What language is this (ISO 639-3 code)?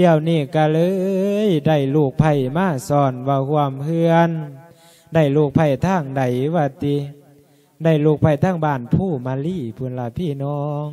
lao